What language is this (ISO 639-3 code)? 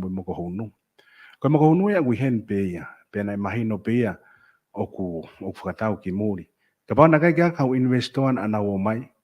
ton